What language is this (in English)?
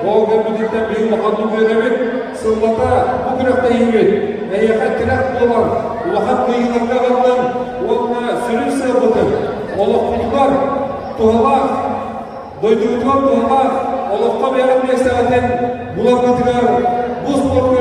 Yakut